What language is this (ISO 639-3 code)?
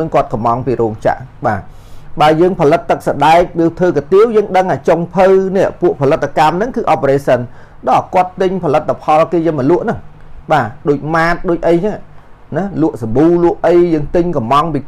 khm